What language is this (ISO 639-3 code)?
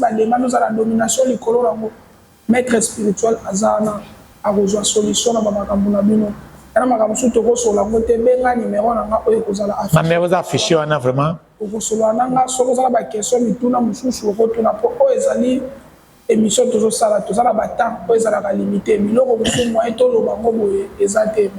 lin